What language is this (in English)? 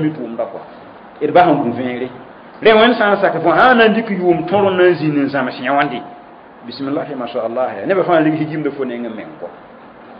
Mossi